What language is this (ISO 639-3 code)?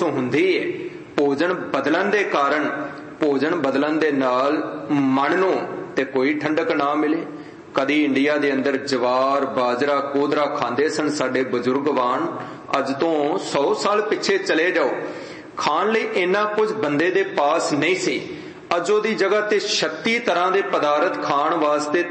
pan